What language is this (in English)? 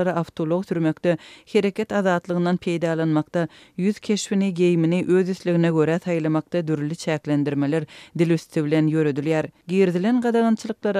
Turkmen